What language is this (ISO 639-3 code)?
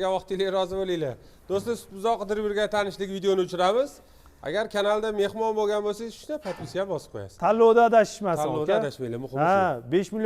uzb